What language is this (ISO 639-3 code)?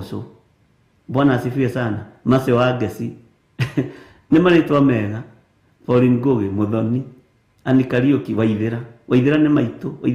kik